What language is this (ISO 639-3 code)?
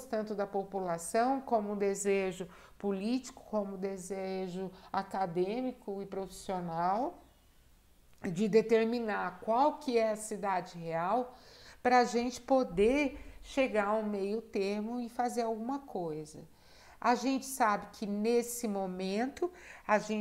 por